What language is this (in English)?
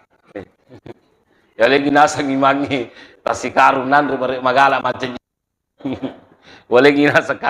Buginese